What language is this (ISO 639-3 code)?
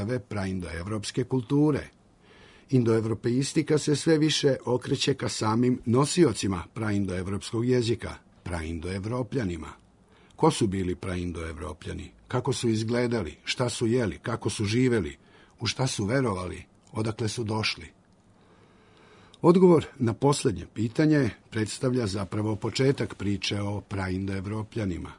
srp